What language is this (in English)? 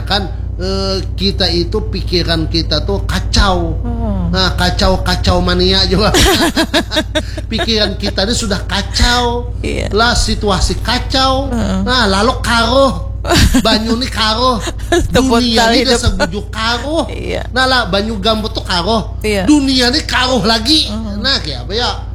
Banjar